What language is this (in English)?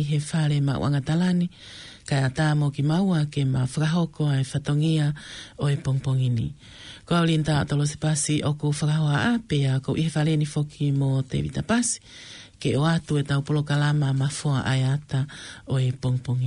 Tongan